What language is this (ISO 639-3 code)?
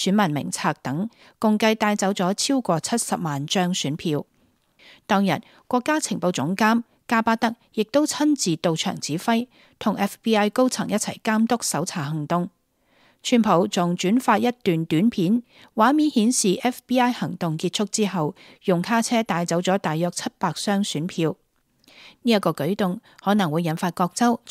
yue